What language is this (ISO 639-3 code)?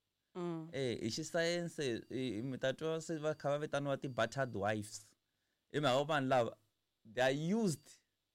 tso